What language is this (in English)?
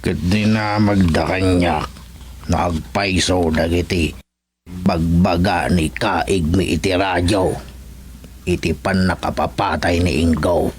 Iloko